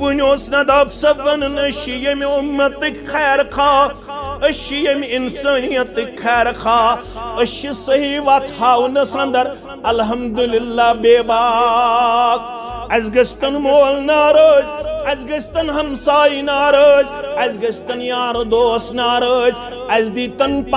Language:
Kashmiri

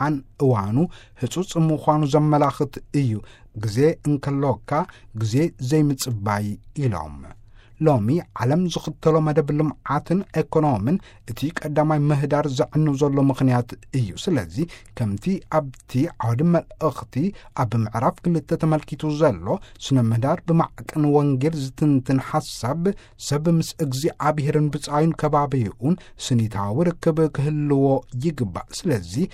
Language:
Tigrinya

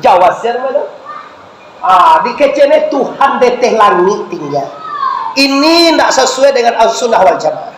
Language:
Minangkabau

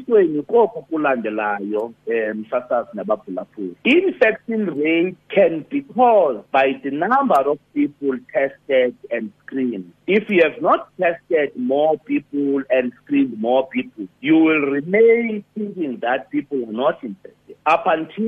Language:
Xhosa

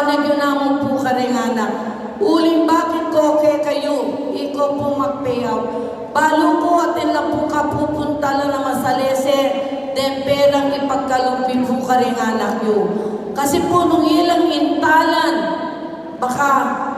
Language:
Pampanga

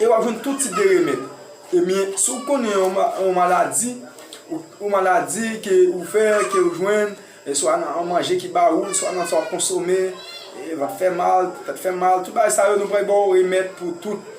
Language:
Haitian Creole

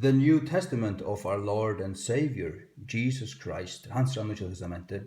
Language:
Faroese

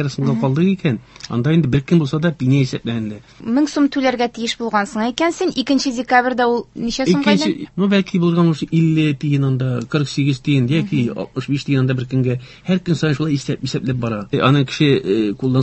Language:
Tatar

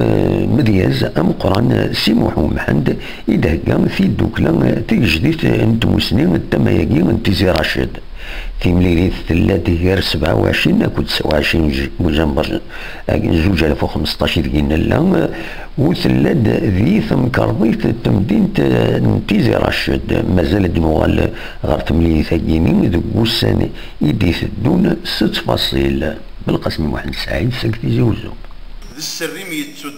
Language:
Kabyle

